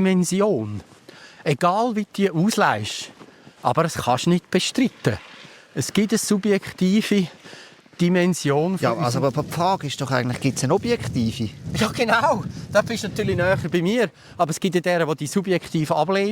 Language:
Swiss German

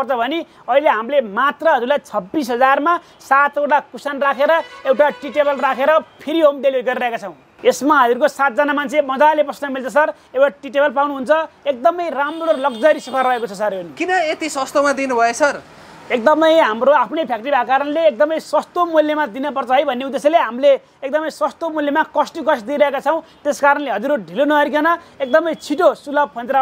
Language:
Nepali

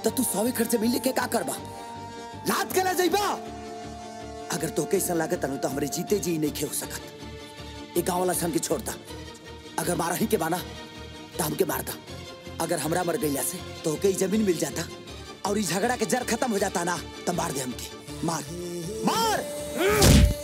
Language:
Bhojpuri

